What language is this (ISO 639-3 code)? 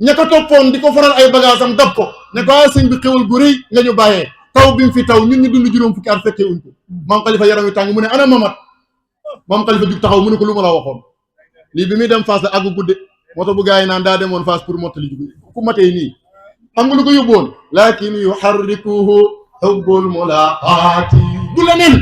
wol